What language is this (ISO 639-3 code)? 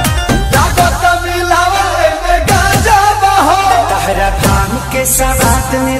bho